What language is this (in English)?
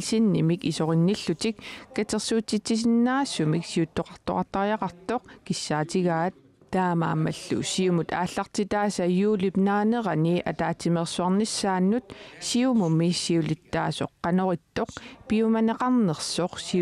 Kalaallisut